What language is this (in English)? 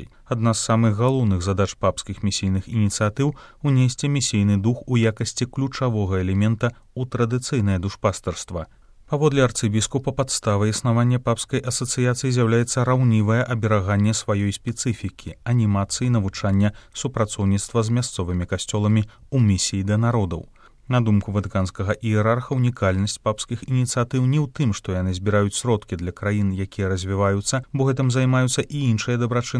Belarusian